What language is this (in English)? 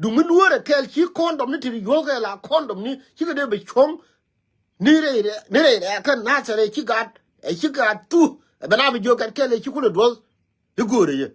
Nuer